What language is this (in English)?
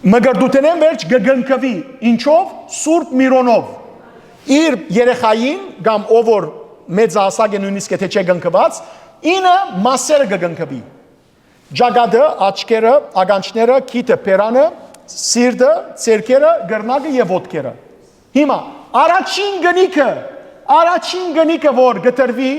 Western Armenian